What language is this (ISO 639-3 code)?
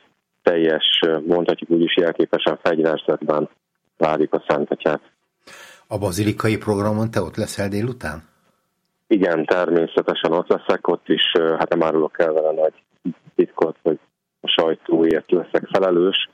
hun